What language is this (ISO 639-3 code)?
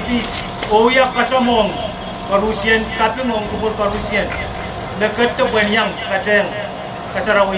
pon